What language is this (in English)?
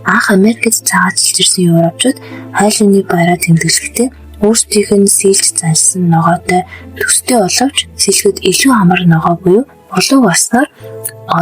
Mongolian